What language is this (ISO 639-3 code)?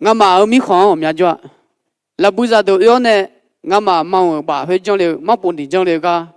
ahk